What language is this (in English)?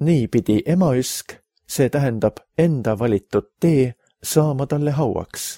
Estonian